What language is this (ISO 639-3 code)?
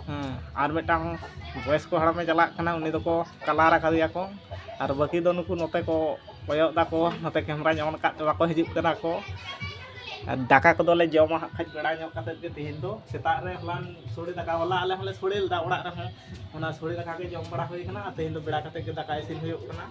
sat